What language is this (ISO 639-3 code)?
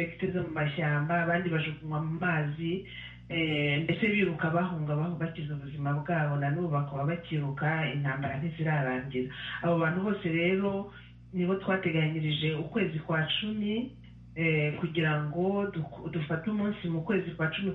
kin